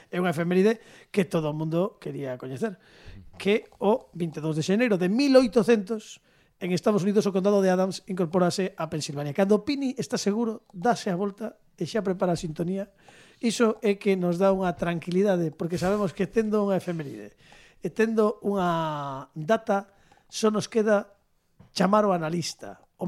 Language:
Galician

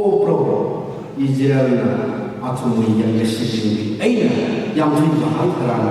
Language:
Tangkhul Naga (India)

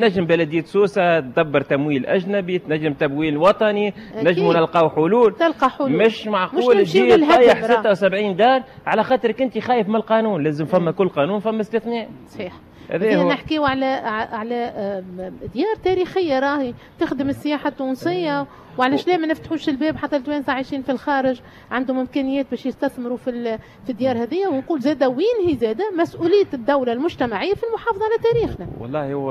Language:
Tunisian Arabic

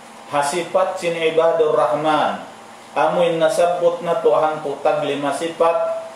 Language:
Tausug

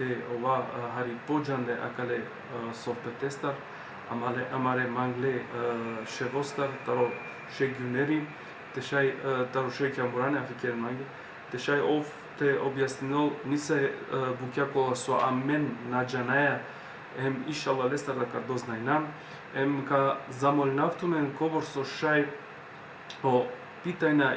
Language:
Balkan Romani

